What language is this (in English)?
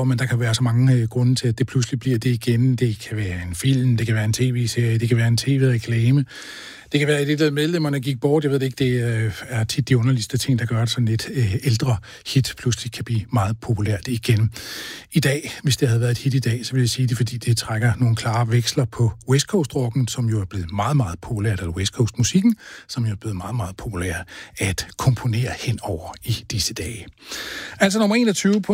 Danish